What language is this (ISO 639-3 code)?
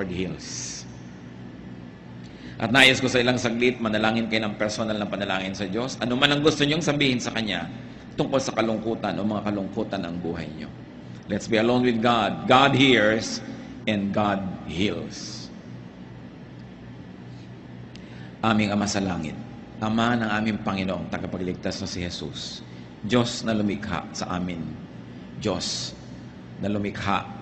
fil